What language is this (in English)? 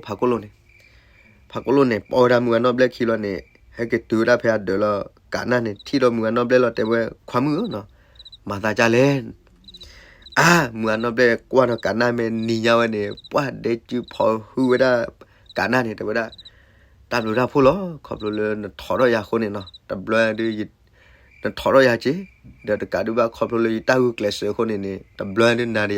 S'gaw Karen